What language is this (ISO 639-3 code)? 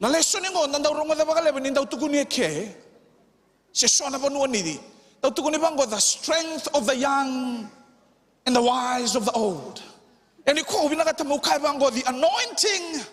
fij